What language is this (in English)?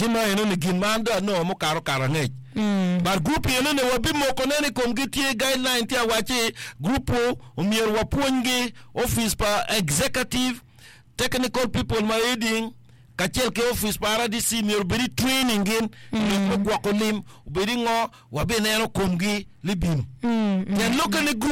Acoli